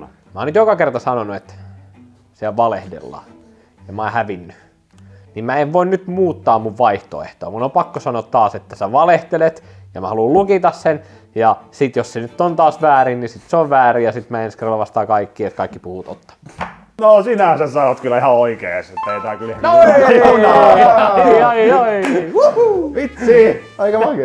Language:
Finnish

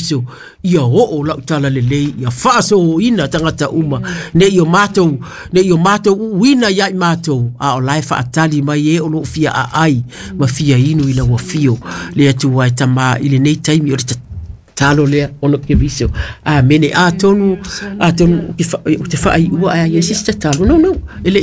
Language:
Samoan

